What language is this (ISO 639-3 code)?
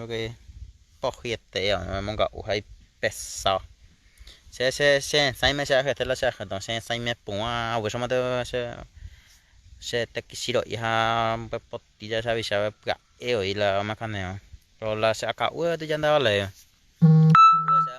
grn